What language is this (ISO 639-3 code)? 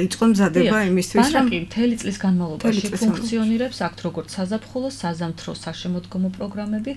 kat